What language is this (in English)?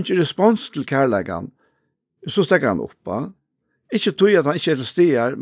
Faroese